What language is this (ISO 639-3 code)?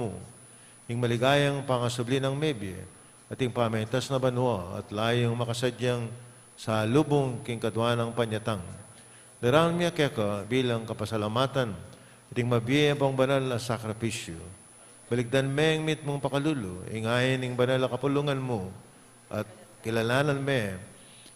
pam